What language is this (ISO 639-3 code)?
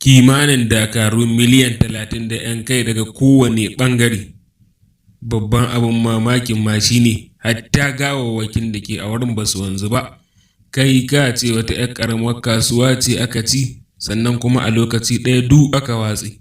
hau